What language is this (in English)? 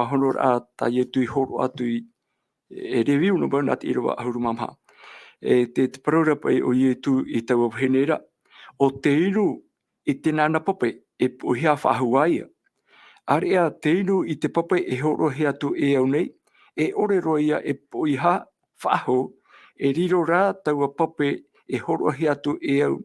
Tahitian